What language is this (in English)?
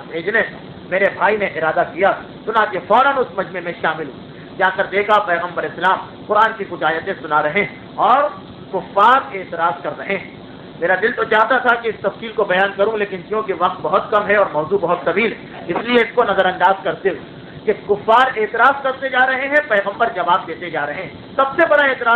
Urdu